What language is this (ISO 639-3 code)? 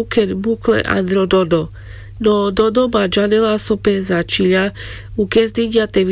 rmc